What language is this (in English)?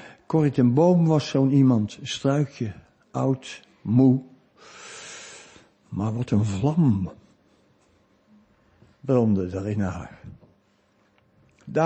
Dutch